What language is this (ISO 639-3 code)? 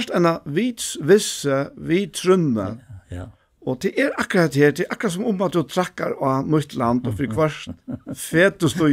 fao